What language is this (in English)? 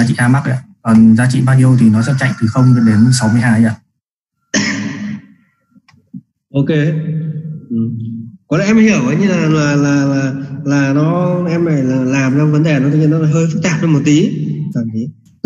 Vietnamese